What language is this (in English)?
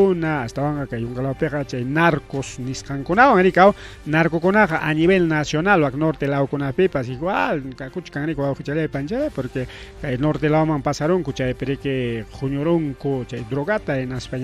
Ayacucho Quechua